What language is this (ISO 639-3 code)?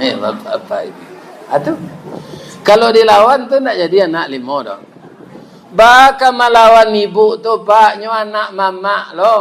min